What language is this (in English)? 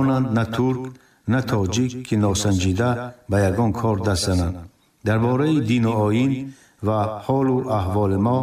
Tajik